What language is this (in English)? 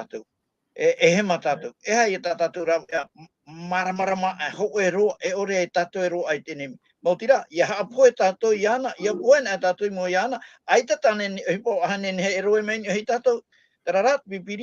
Tahitian